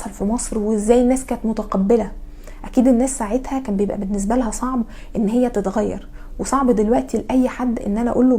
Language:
Egyptian Arabic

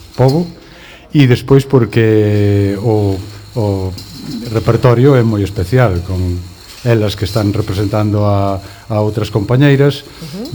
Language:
Galician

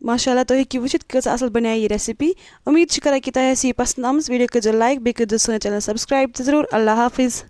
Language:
Kashmiri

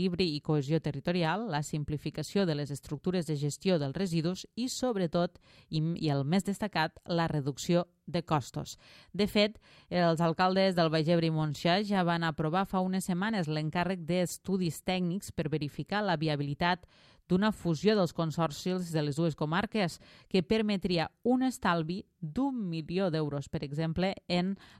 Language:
Catalan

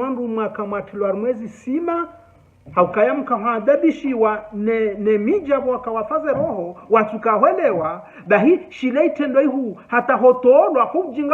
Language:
Ngazidja Comorian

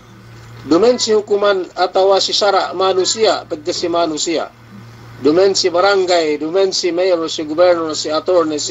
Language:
Yakan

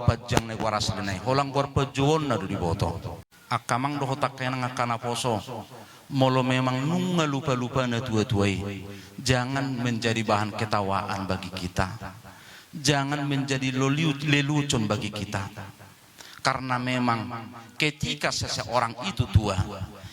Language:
Batak Toba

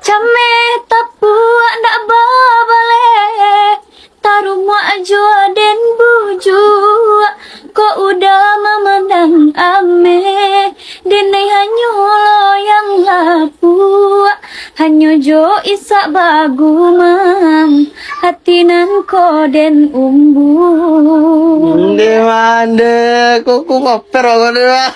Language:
Minangkabau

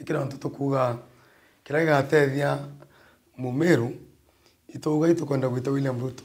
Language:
Meru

